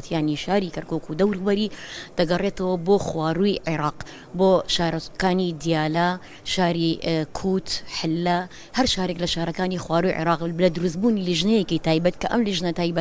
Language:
Central Kurdish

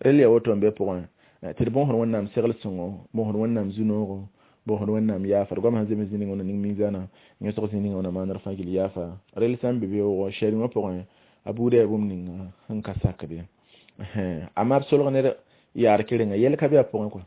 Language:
Mossi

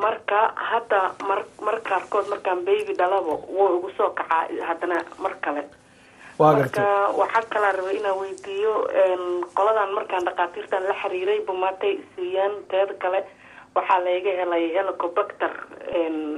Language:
Somali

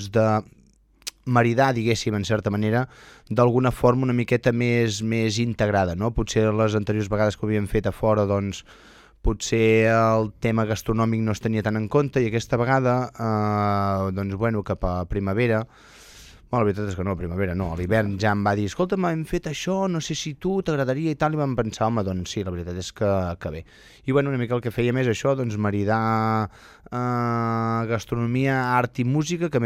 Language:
Catalan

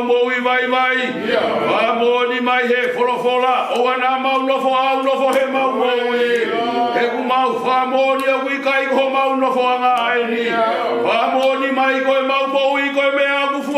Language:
Tongan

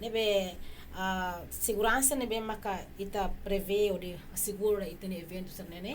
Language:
Tetum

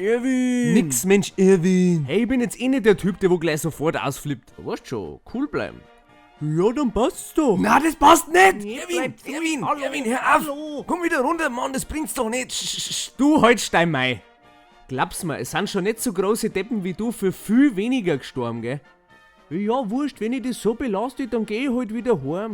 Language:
Bavarian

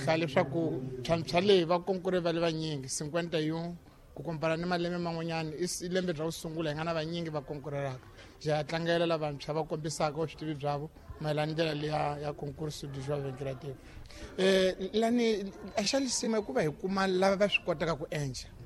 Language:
Tsonga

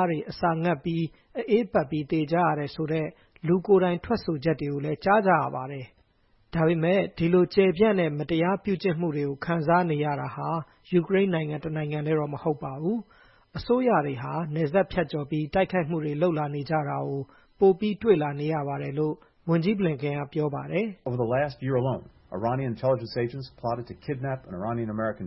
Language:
Burmese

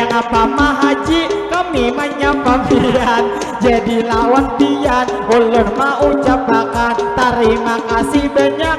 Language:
Banjar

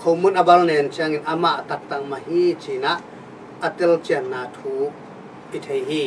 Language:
Tedim Chin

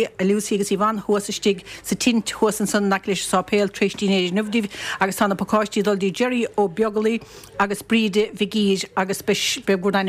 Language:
Irish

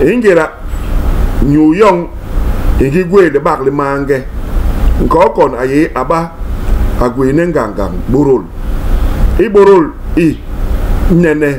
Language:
Basaa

